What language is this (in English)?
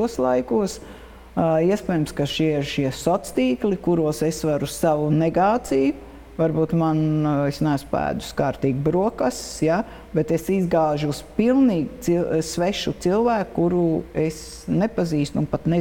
Latvian